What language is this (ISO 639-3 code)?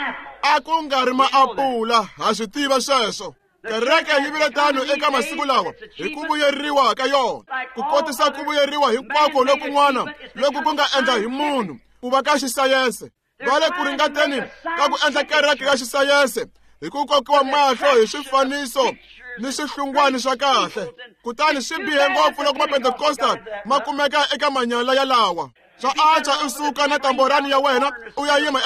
tso